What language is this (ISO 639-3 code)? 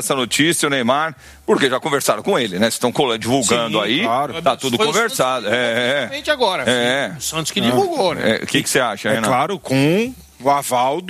por